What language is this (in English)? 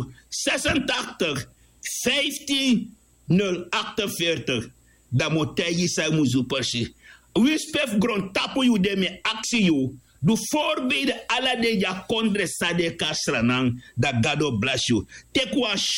Sranan Tongo